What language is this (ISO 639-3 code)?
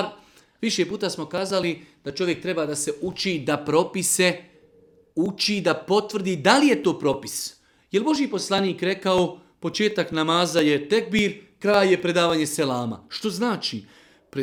bos